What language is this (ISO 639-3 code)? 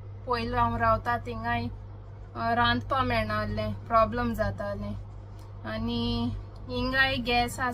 kok